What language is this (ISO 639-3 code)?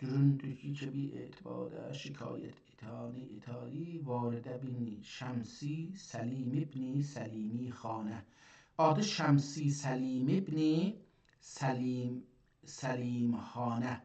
azb